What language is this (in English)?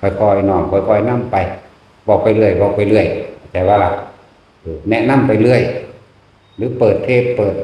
Northeastern Thai